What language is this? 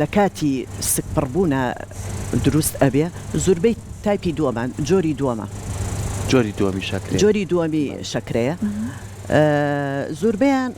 Central Kurdish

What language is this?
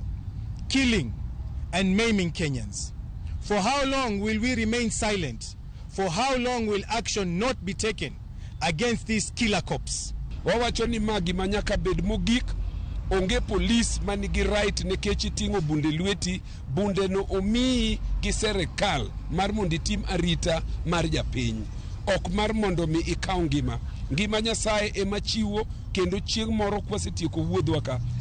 Luo (Kenya and Tanzania)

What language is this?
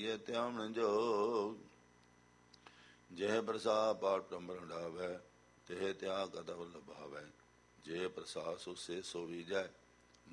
Punjabi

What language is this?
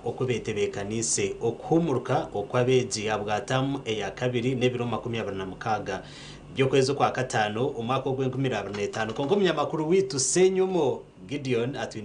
Nyankole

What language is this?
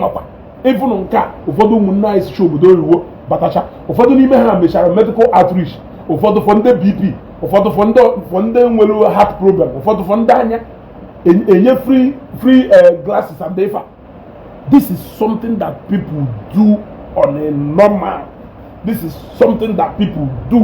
Igbo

